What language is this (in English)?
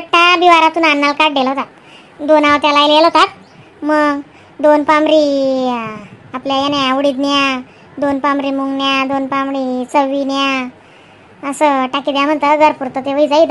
Khandesi